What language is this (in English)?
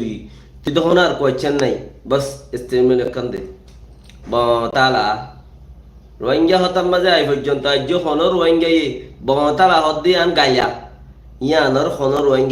Rohingya